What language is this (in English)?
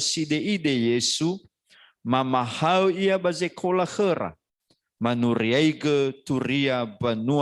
Nias